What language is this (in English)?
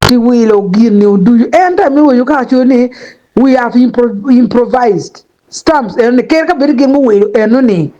Acoli